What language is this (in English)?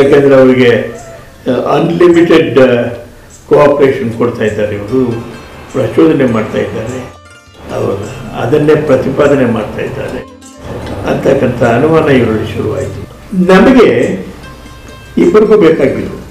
Kannada